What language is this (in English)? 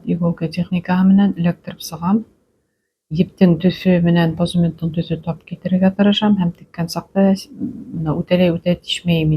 Bashkir